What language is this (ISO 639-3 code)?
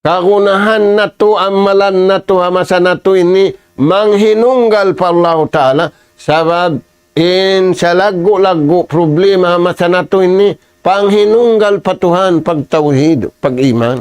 tsg